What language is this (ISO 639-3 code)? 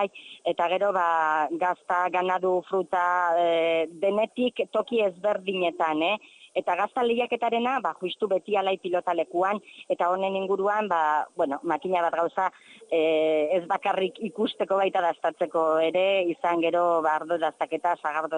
eus